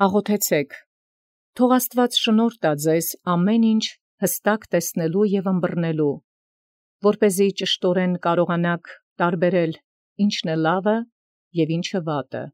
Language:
Armenian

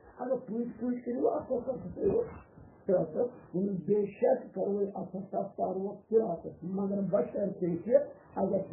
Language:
Kashmiri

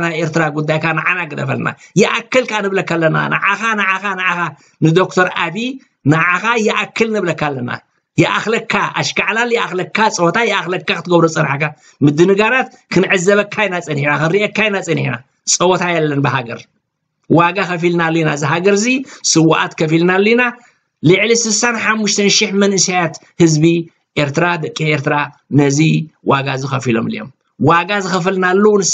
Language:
Tigrinya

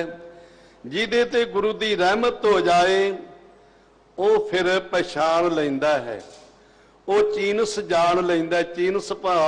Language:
Punjabi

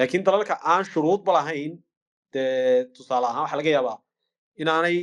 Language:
Somali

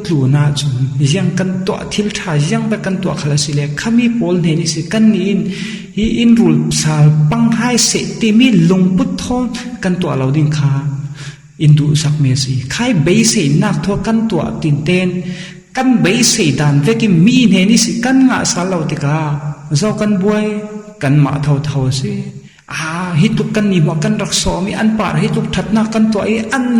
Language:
Falam Chin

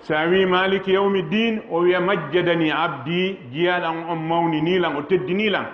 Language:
Fula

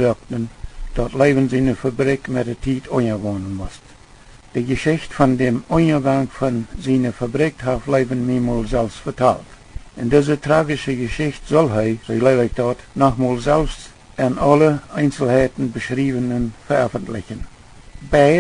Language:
Plautdietsch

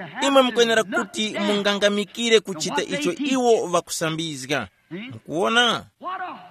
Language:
Tumbuka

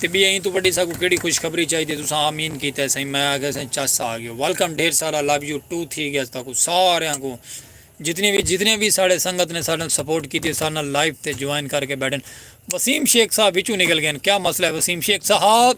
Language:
Saraiki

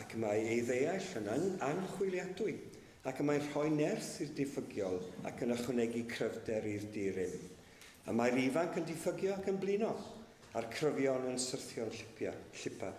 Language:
Welsh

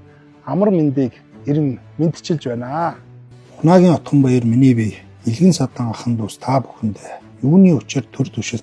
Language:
Mongolian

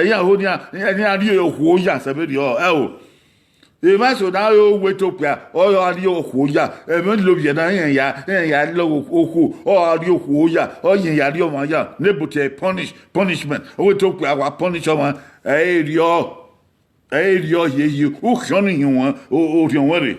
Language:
Bini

